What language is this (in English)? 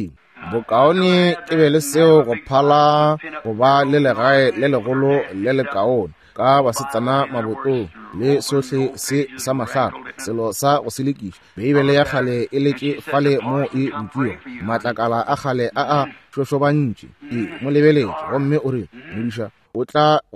Northern Sotho